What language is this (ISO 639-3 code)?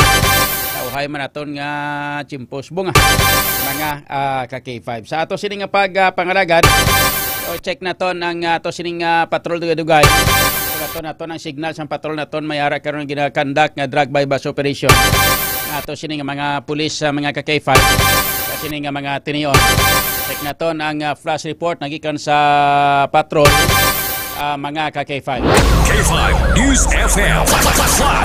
hil